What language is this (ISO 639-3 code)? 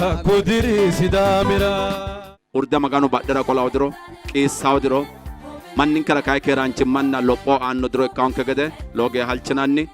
sid